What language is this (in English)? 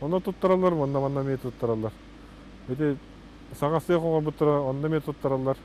Yakut